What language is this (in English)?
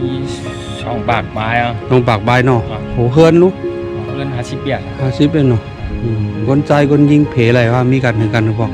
Shan